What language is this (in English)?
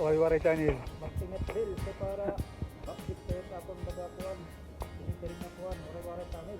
Waray